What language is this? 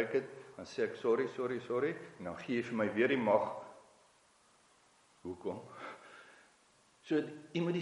Afrikaans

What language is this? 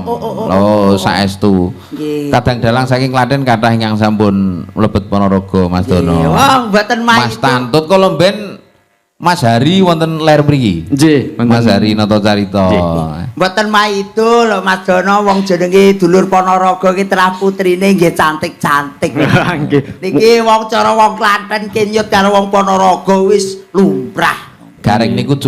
Javanese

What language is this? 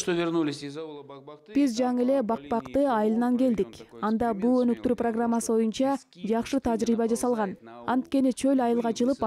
Kyrgyz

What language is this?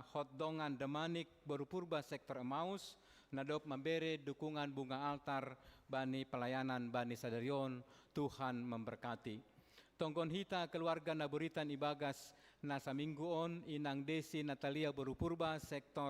Batak Simalungun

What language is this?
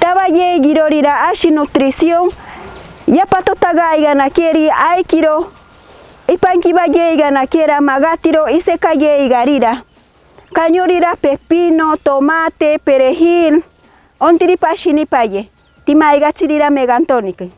Machiguenga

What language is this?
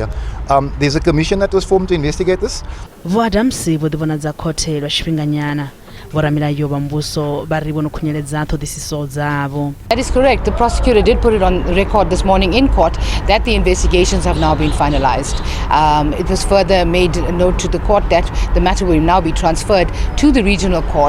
Venda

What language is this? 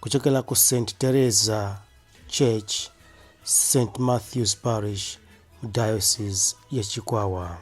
Nyanja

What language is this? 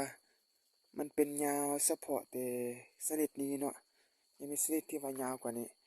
Lao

